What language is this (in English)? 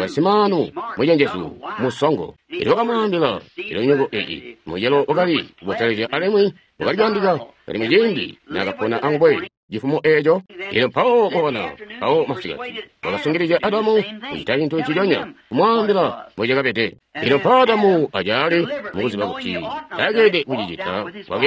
Tonga (Zambia)